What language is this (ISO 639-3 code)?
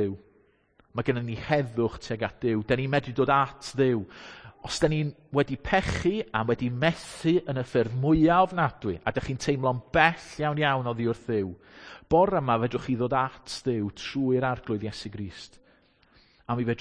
cym